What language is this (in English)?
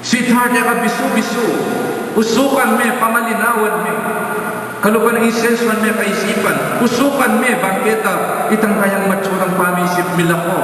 Pampanga